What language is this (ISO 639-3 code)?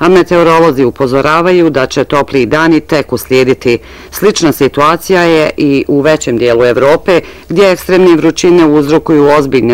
bos